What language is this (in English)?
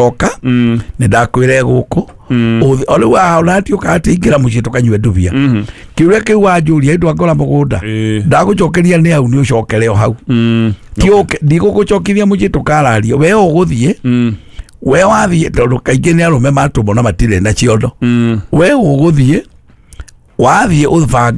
Kikuyu